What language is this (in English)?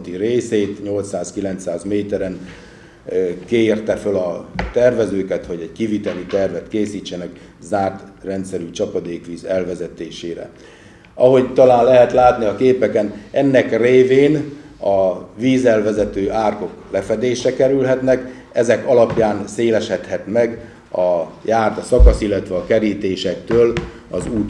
Hungarian